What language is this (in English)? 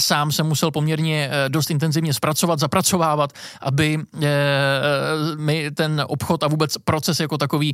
Czech